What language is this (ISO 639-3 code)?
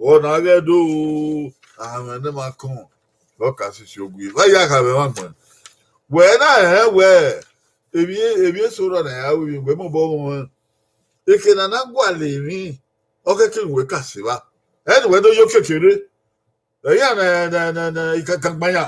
bin